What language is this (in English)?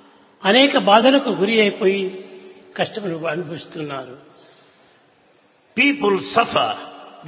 Telugu